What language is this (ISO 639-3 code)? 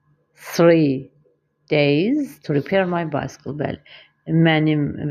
aze